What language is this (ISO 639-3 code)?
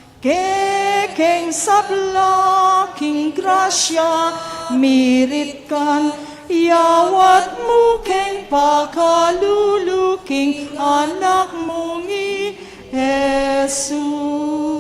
pam